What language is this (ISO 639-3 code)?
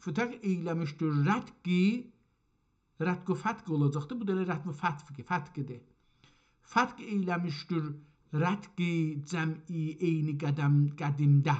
azb